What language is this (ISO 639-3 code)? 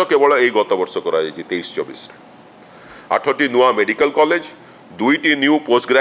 ori